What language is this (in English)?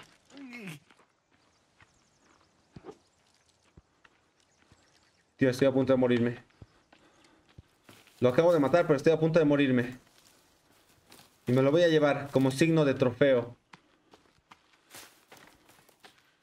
Spanish